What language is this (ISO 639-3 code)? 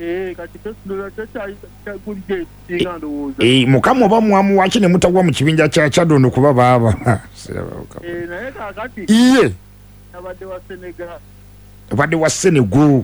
lug